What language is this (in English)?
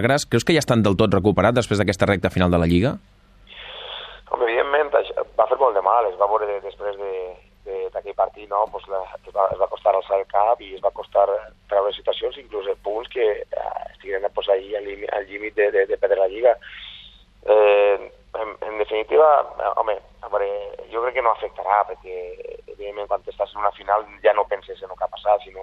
Catalan